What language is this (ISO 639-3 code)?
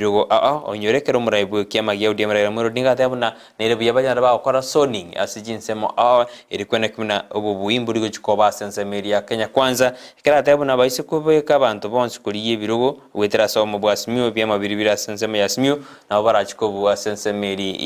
guz